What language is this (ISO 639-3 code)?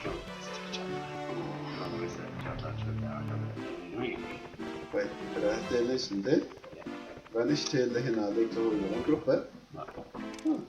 fao